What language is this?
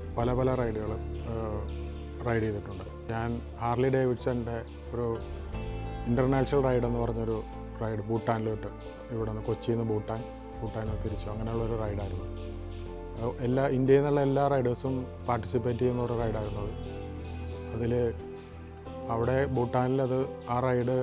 Malayalam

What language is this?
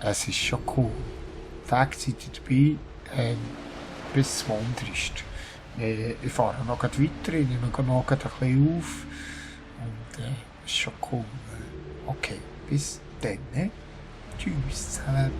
Swiss German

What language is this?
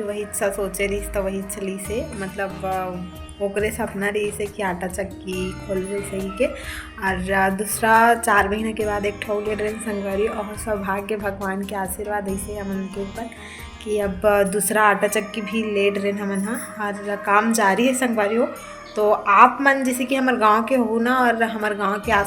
Chhattisgarhi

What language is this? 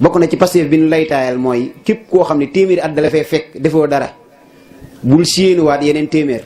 Wolof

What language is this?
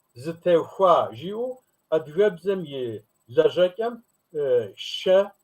Kabardian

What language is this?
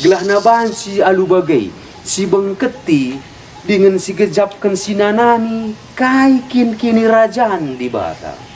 Batak Karo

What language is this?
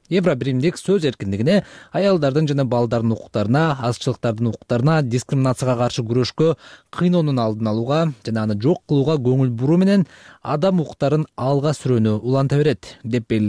Kyrgyz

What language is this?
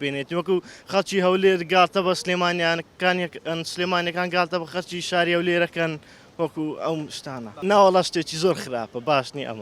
Central Kurdish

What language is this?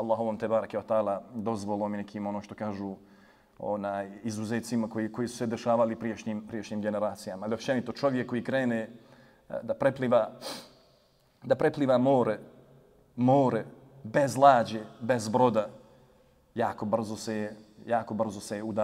Bosnian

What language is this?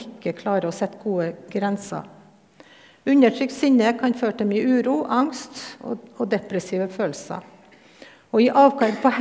Norwegian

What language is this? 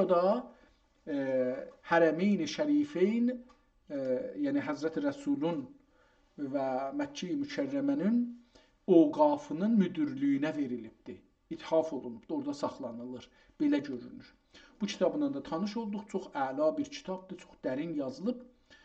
South Azerbaijani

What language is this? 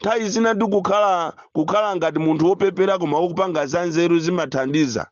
Nyanja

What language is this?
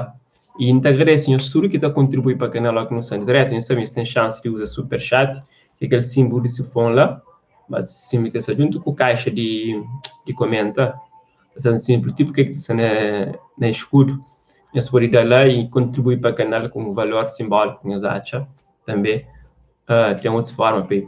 Kabuverdianu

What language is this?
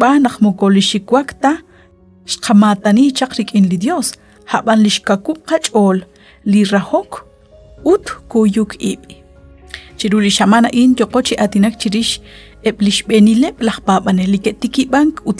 Kekchí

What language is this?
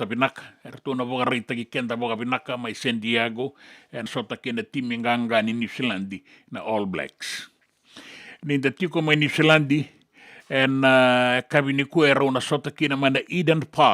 Fijian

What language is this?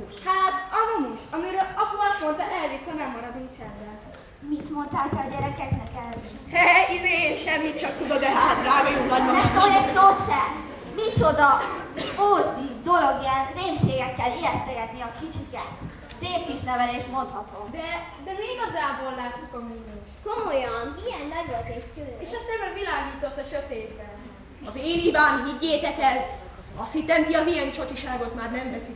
Hungarian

